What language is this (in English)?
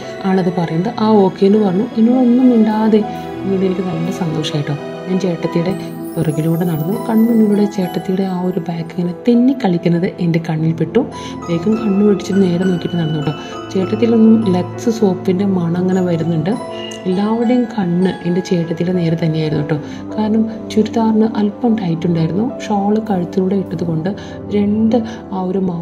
Malayalam